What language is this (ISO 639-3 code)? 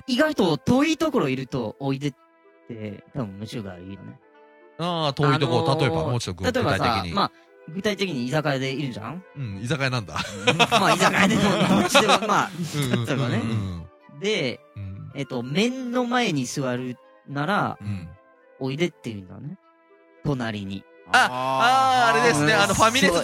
jpn